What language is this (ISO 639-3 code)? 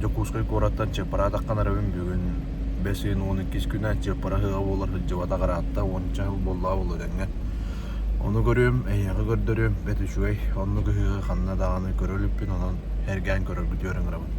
sah